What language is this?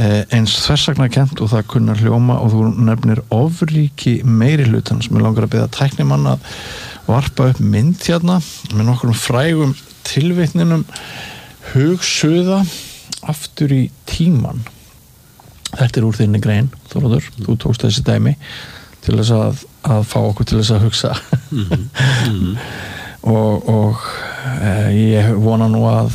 Icelandic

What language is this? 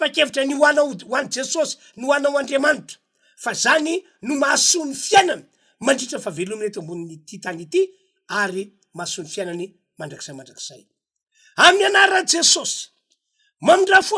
Malagasy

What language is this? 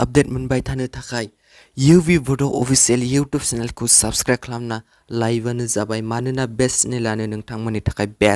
Bodo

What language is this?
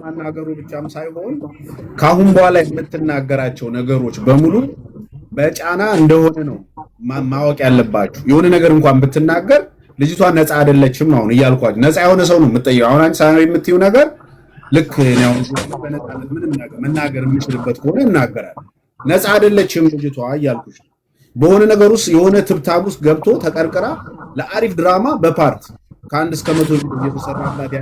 Amharic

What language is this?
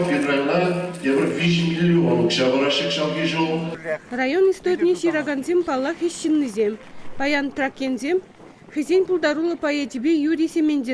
Chuvash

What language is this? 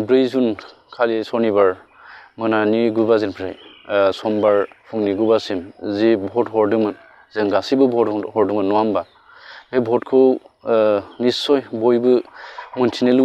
Bodo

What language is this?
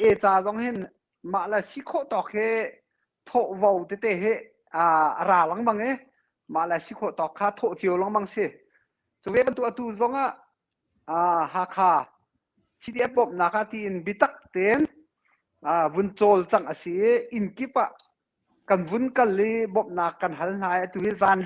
Hakha Chin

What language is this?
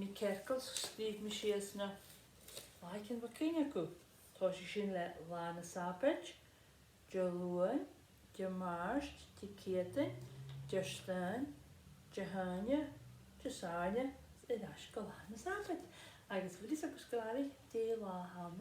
Scottish Gaelic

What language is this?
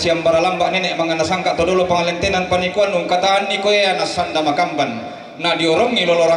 Toraja-Sa'dan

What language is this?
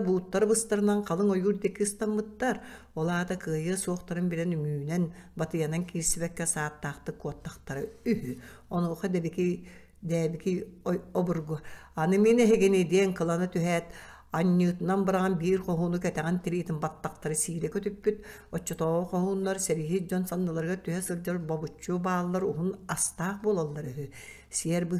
Yakut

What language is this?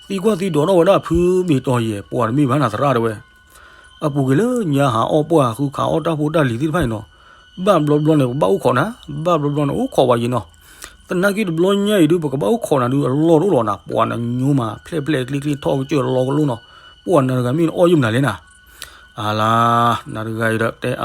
S'gaw Karen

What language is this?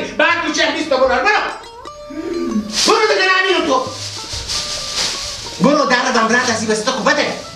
Persian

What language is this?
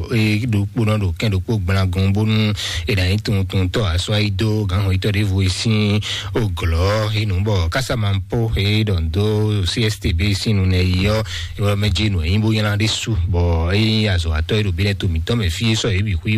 Fon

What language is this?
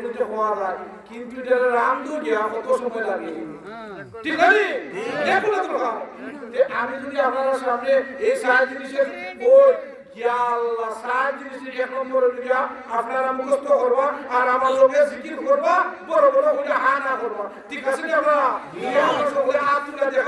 Sylheti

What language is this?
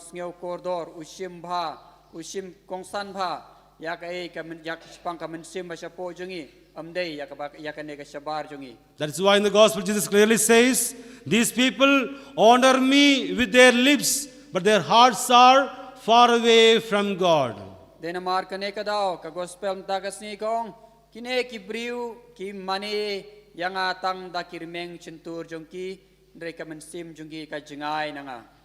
Khasi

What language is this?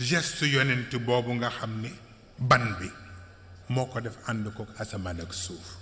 Wolof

